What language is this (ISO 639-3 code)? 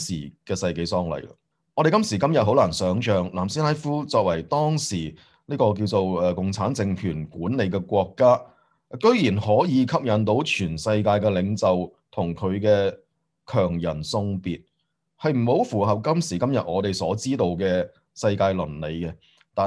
yue